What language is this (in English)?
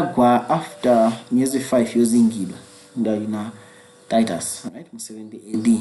Nyanja